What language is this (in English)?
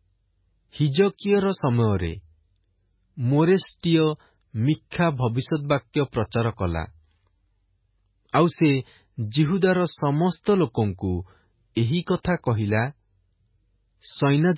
Odia